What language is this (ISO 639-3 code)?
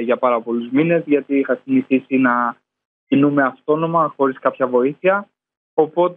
ell